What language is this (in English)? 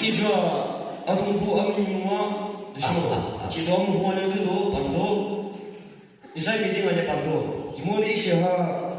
Yimchungru Naga